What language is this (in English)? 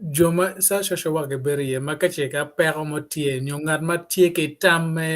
Acoli